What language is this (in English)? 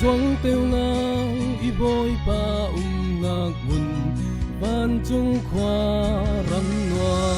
Falam Chin